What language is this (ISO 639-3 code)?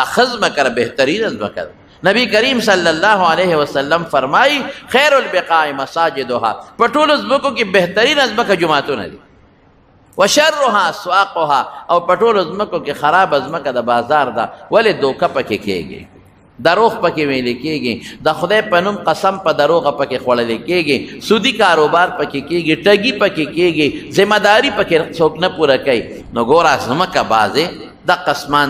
pus